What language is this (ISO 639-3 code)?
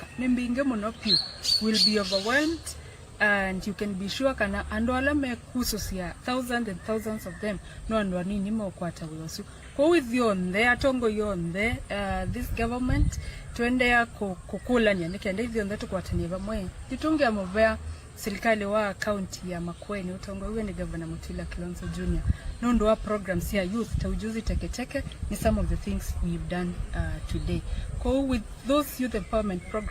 kam